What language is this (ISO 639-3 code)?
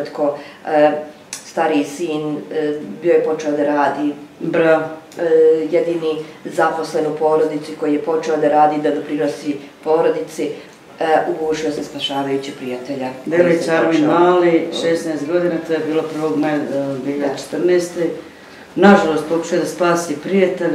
bos